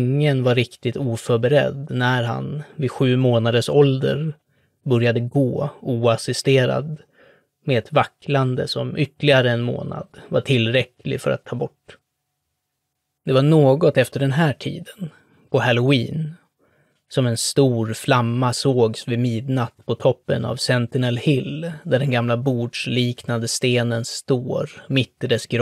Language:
Swedish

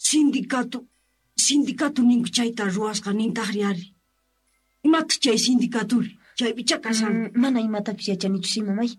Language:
South Bolivian Quechua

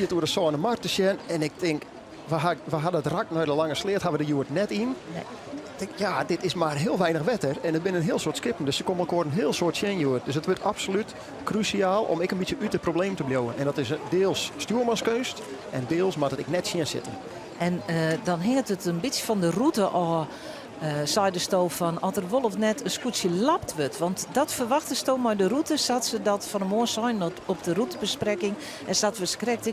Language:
Western Frisian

